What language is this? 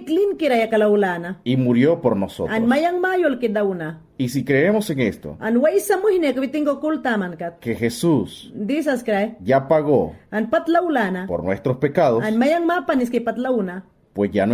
Mayangna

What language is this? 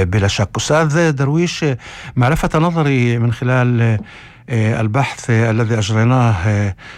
North Levantine Arabic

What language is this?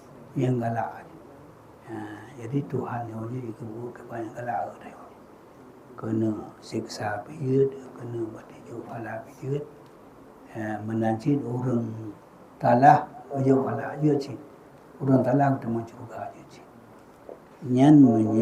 Achinese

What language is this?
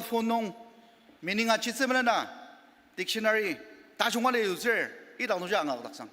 Ao Naga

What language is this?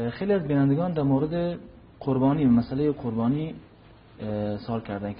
Tajik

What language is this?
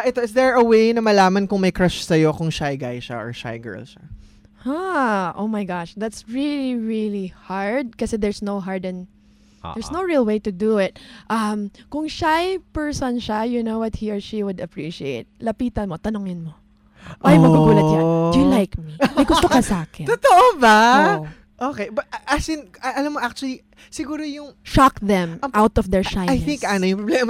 Filipino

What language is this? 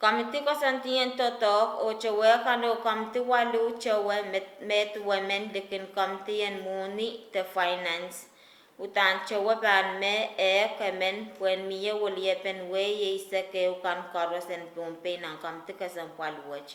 Pohnpeian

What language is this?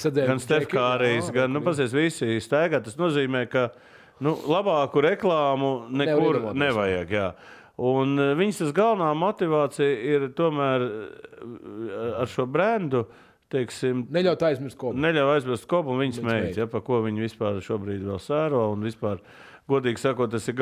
Latvian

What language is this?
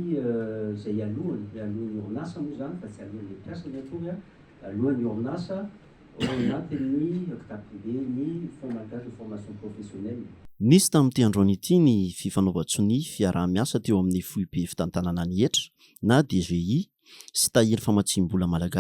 Malagasy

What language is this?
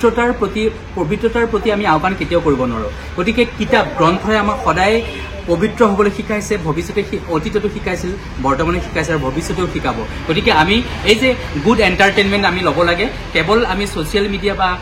Assamese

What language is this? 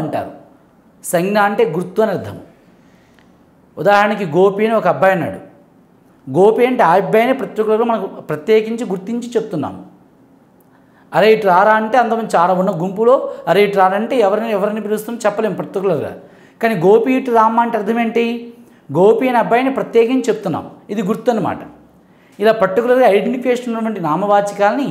Telugu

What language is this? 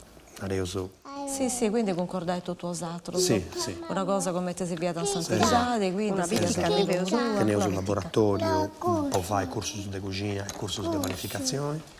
Sardinian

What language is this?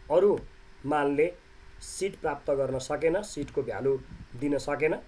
Nepali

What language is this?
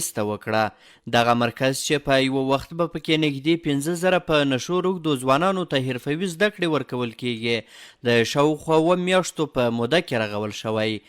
Pashto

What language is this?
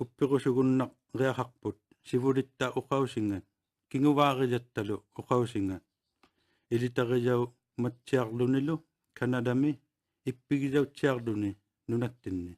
Inuktitut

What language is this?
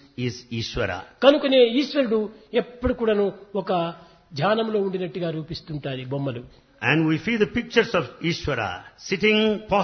Telugu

